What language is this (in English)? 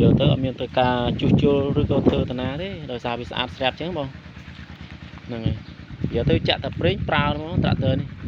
Khmer